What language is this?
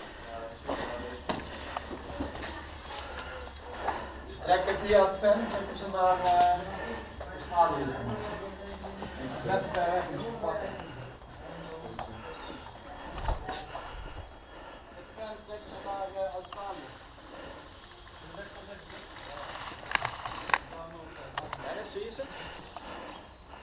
Dutch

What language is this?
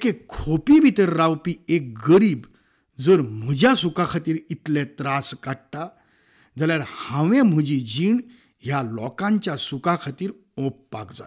Konkani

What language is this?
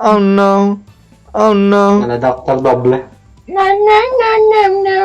Banjar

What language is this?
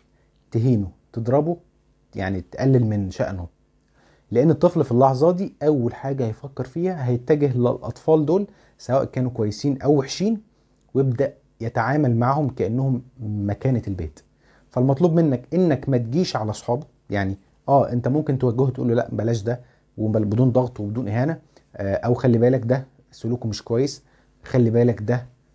Egyptian Arabic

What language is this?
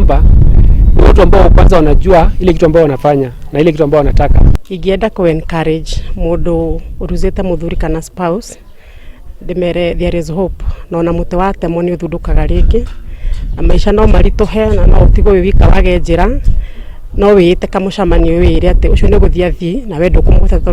Kikuyu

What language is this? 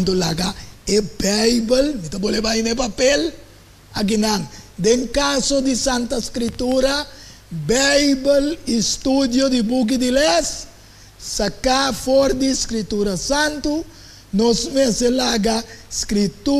Papiamento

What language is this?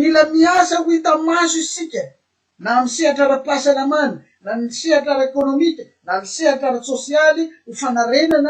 Malagasy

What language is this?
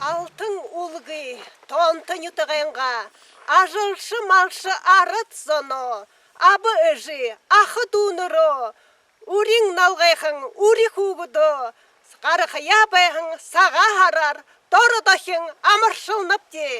Buriat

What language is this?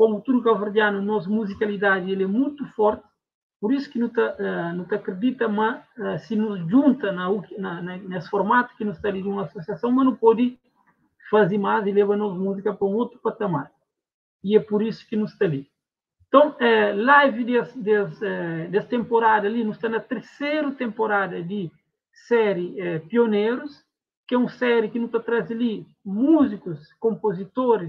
Kabuverdianu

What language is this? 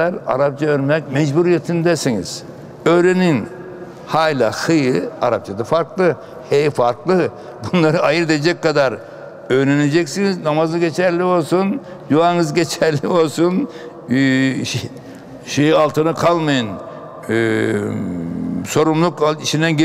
Turkish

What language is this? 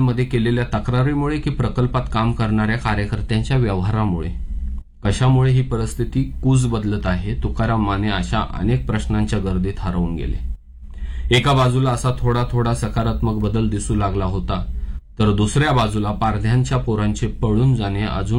Marathi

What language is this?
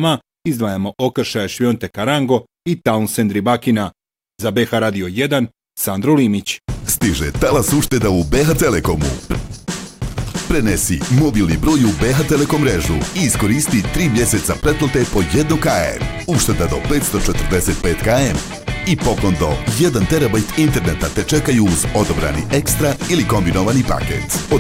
Bosnian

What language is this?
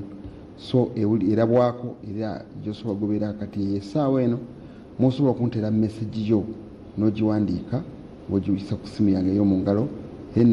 Ganda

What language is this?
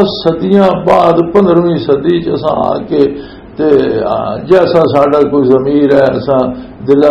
Western Panjabi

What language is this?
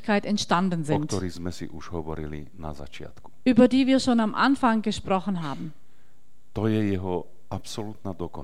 Slovak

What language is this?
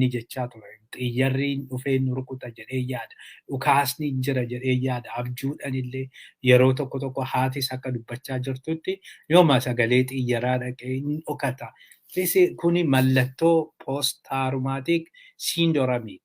Oromo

